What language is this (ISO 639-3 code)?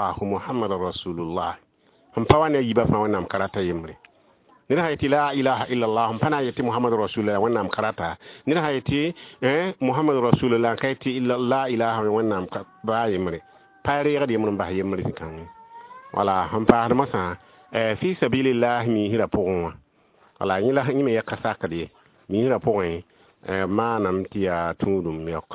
mos